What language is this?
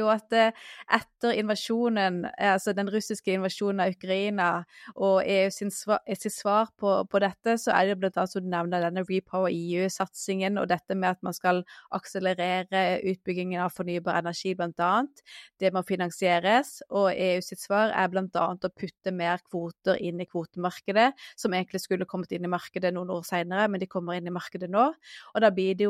Norwegian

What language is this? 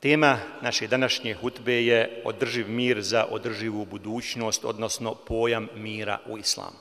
Bosnian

